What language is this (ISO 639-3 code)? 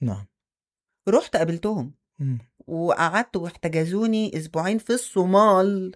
acm